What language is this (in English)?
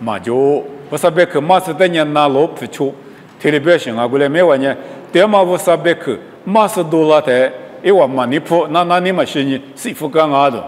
Lisu